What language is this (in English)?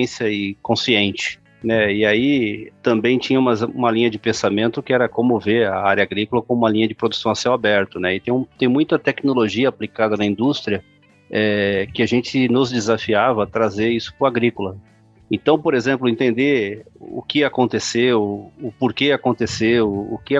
Portuguese